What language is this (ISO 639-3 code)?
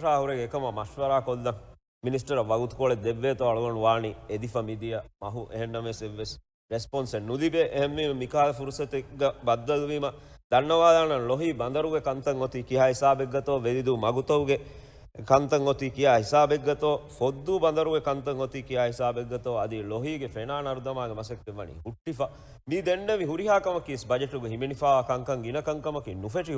div